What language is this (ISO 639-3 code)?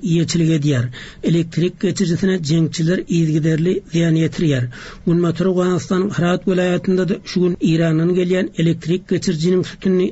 tuk